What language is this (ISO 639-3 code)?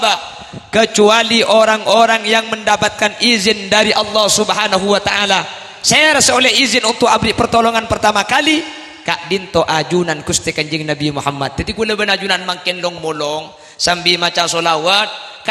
mad